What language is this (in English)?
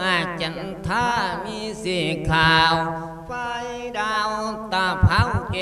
Lao